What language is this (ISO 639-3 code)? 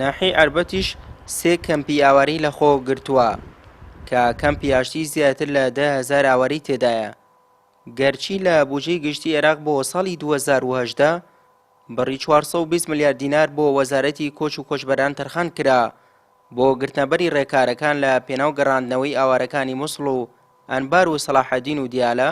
ckb